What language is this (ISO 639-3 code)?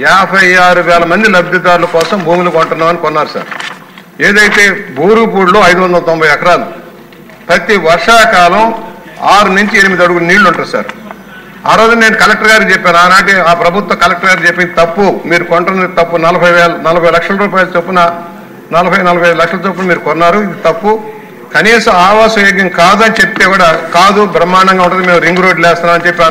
tel